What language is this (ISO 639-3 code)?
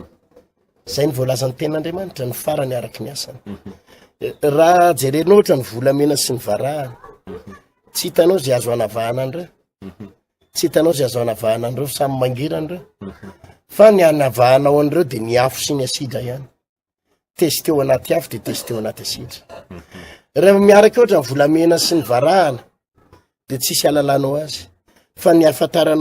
mlg